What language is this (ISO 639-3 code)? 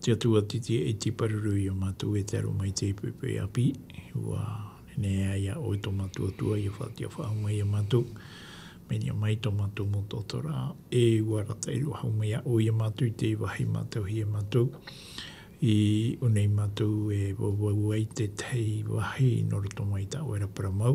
tah